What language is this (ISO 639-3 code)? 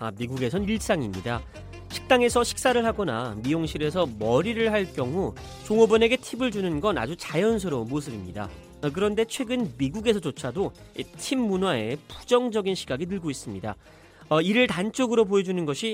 kor